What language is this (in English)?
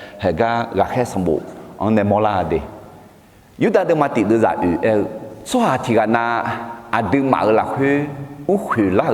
Akha